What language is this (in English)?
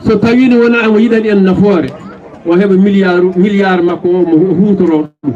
Fula